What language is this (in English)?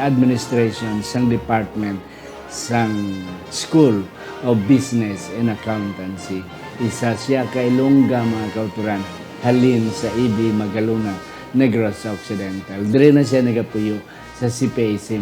Hiligaynon